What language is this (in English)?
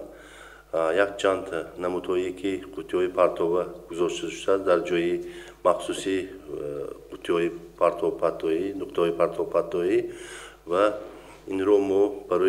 Tajik